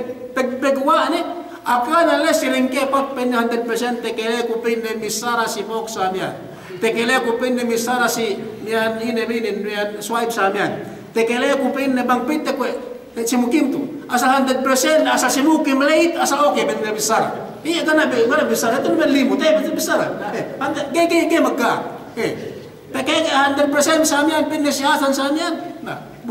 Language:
Yakan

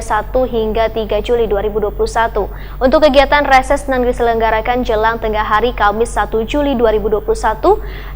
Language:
Banjar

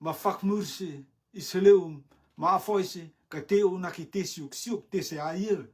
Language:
Rotuman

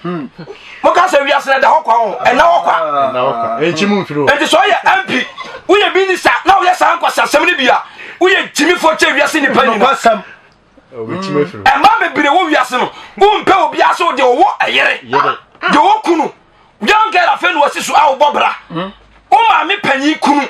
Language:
Akan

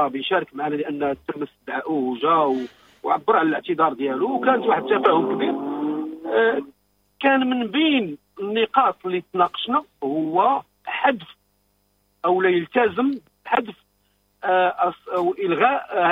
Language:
Moroccan Arabic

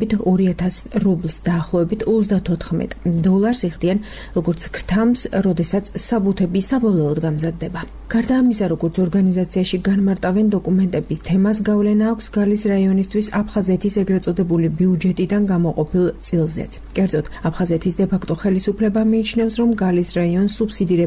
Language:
Georgian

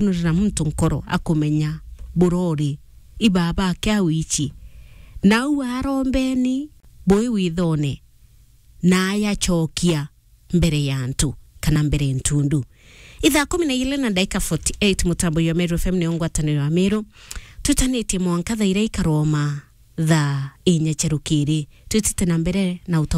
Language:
Meru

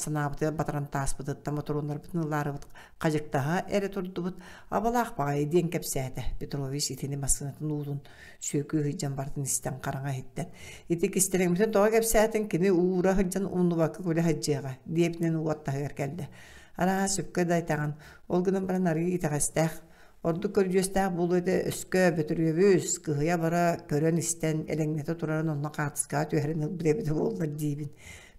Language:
Yakut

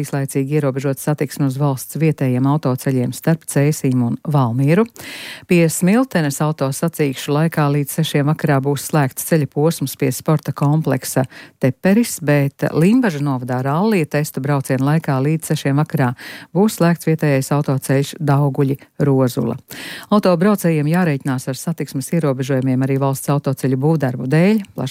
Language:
Latvian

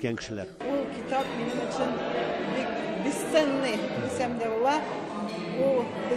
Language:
Tatar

